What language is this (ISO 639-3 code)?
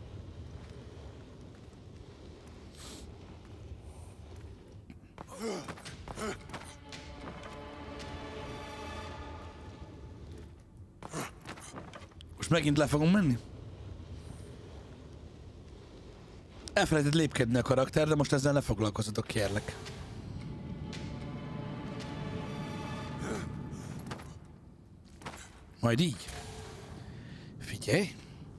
hun